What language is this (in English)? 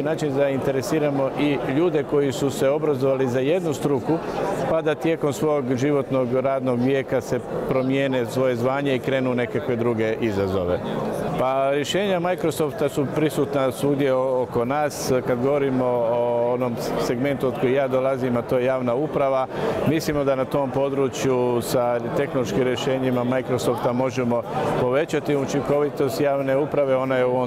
Croatian